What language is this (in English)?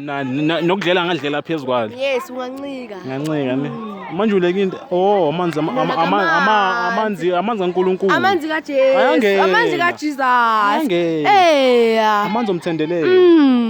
Zulu